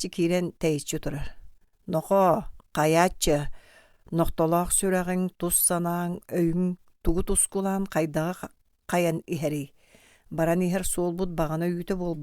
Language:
Yakut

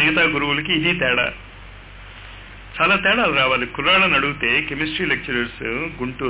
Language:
Telugu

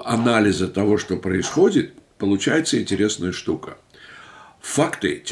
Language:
Russian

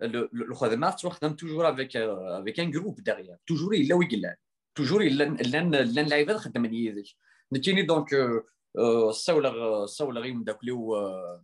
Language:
Kabyle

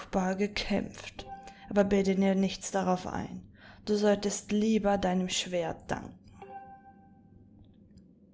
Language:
German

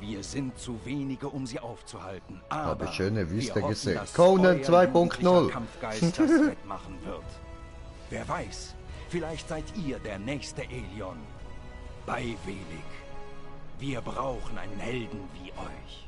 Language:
Swiss German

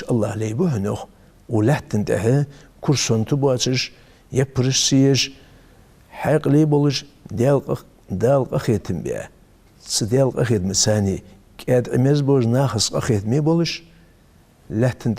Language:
Ingush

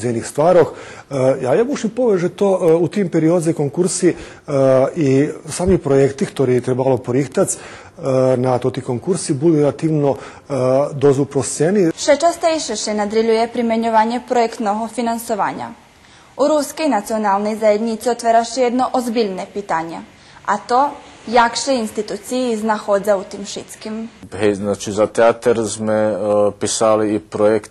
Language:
Rusyn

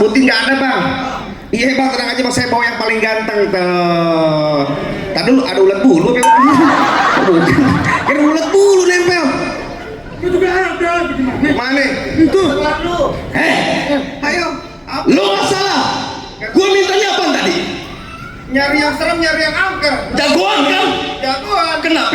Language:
Betawi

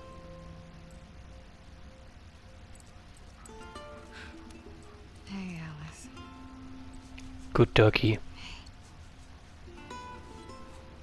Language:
Danish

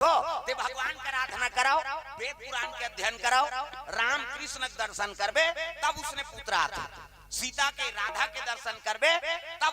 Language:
Chhattisgarhi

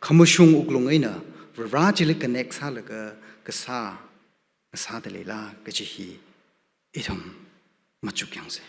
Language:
Tangkhul Naga (India)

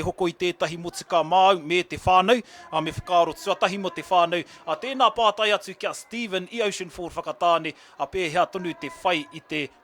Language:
Māori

